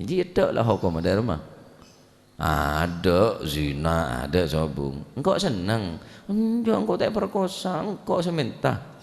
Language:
Madurese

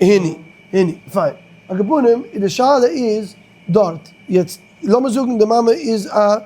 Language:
Yiddish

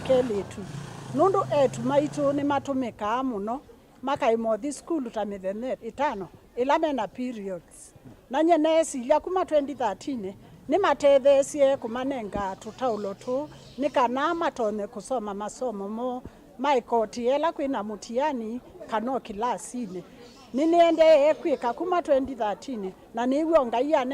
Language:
Kamba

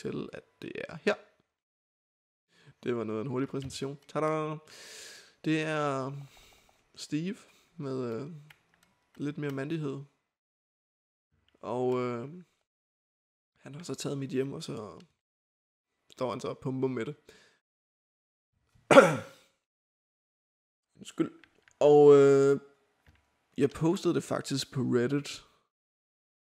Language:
Danish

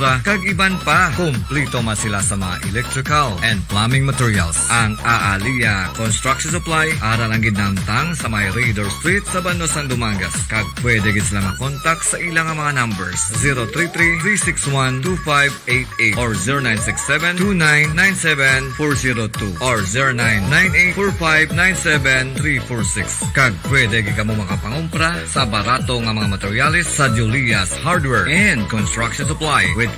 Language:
Hiligaynon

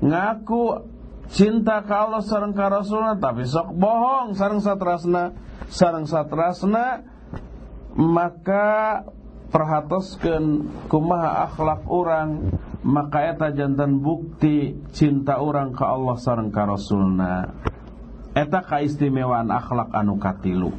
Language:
Sundanese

